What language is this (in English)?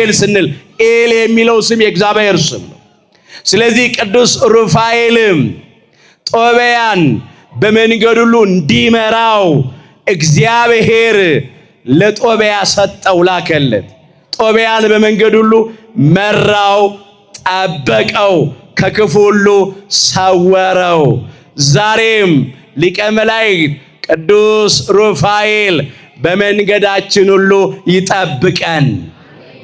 Amharic